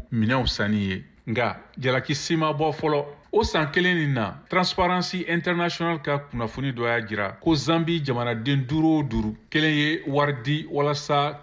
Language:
Bambara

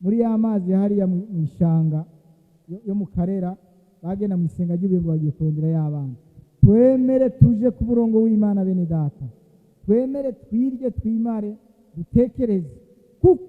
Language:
Rundi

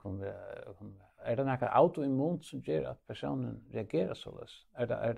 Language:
Faroese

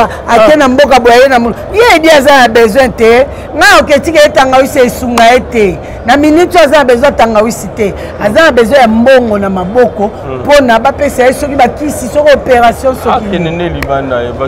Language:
Lingala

